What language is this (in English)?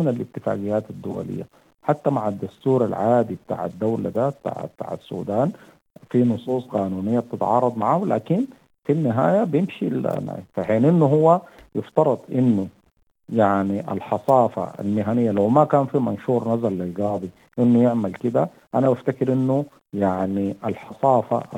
Sudanese Arabic